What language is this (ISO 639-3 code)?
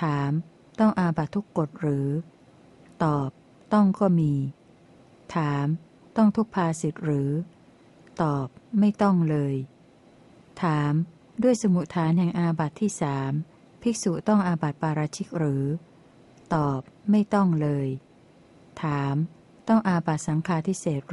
tha